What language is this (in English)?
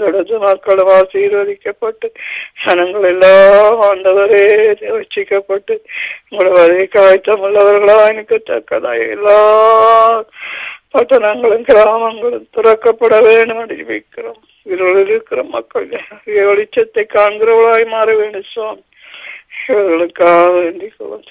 Tamil